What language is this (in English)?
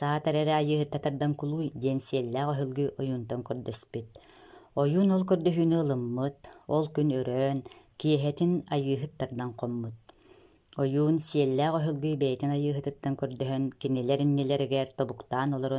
Yakut